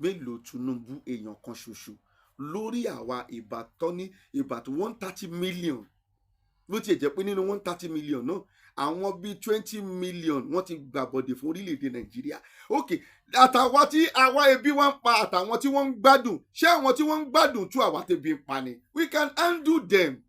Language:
Yoruba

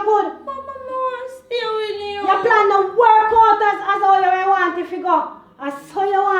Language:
Jamaican Creole English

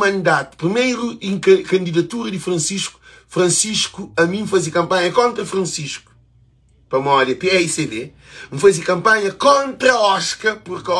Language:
Kabuverdianu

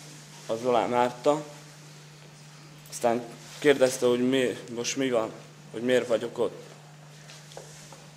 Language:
Hungarian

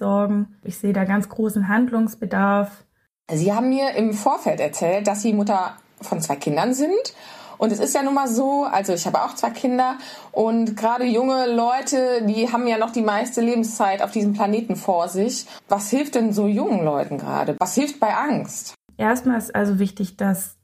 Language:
German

